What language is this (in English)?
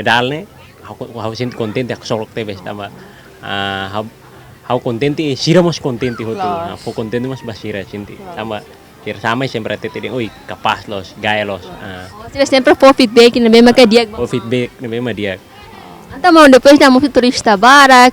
Tetum